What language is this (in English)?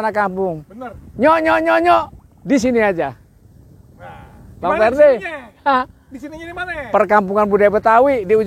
Betawi